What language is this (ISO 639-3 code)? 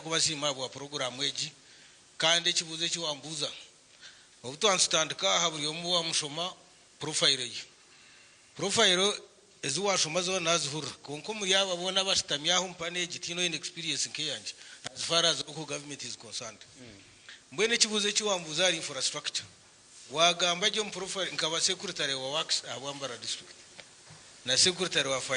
nyn